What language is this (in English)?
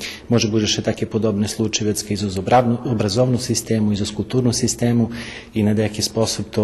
Rusyn